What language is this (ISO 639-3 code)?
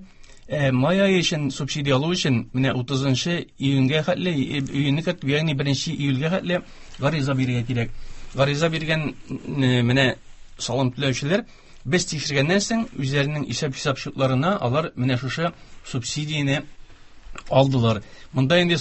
tat